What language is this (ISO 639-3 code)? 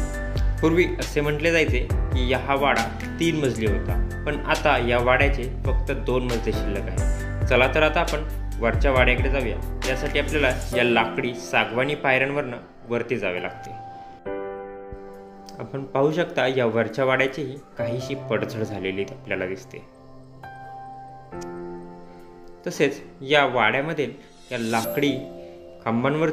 mar